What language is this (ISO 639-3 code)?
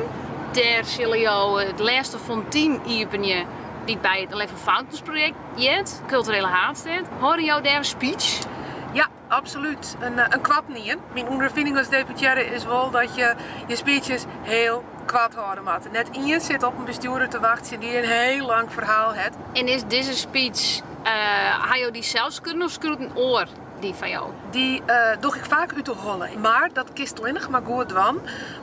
fry